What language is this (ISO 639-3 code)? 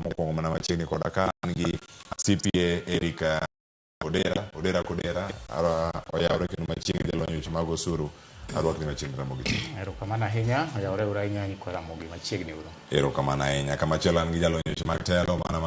luo